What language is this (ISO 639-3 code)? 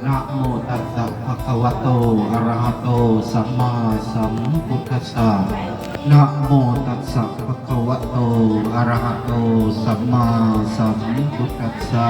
pli